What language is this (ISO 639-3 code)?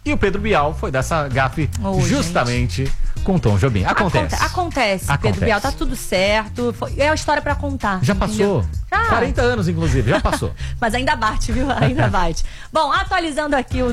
por